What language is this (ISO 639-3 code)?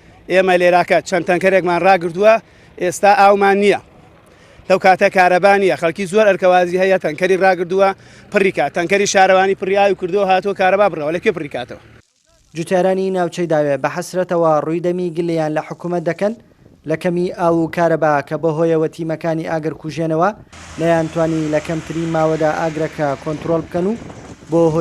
ckb